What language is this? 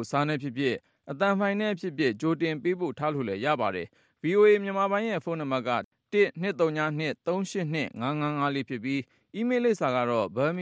Burmese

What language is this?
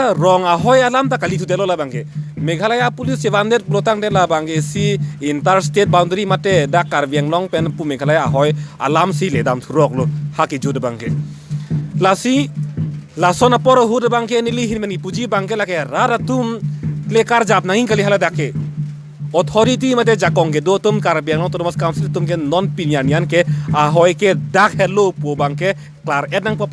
Karbi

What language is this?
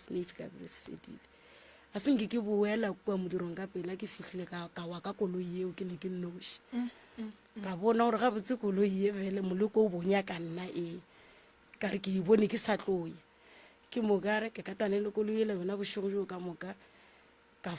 Northern Sotho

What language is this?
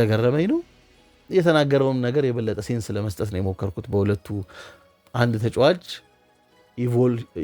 Amharic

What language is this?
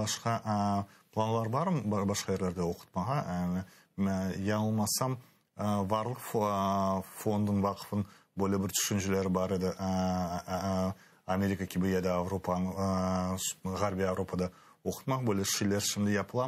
Crimean Tatar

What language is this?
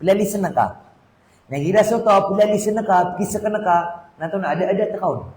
Maranao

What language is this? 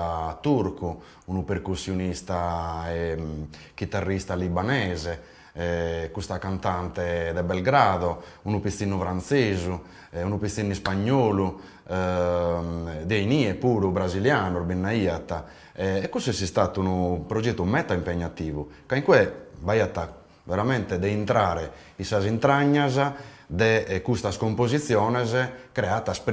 Sardinian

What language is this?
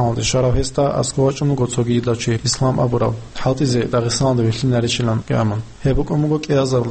Avaric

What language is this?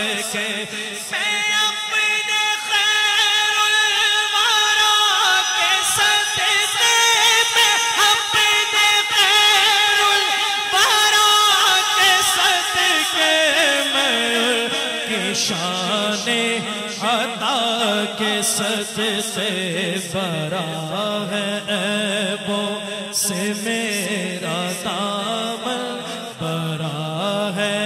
Urdu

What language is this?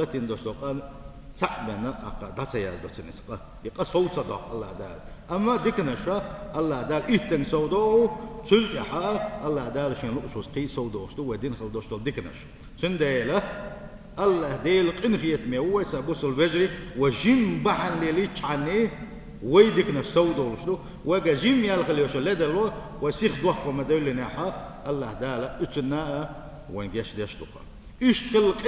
Chechen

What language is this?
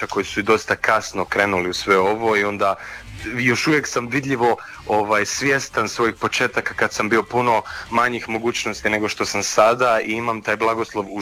Croatian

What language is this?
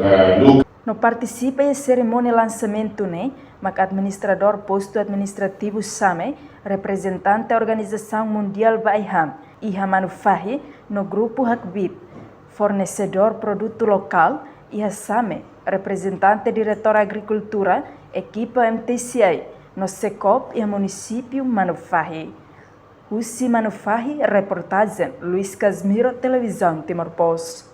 Tetum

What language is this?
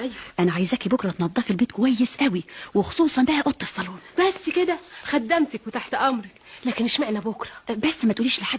Egyptian Arabic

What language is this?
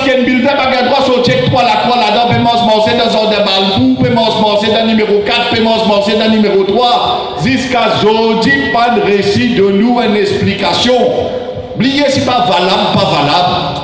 Morisyen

